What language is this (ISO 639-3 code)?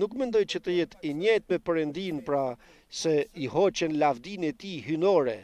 sqi